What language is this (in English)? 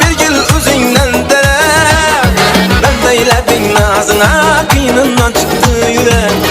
Kara-Kalpak